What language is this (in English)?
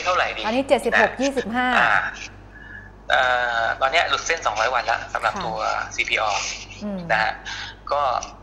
Thai